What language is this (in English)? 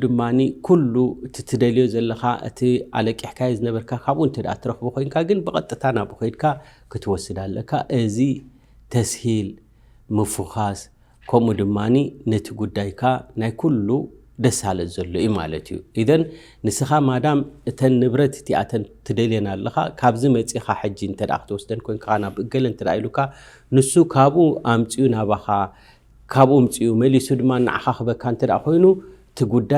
Tigrinya